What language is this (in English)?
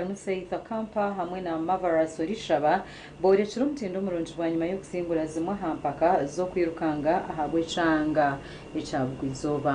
Nyankole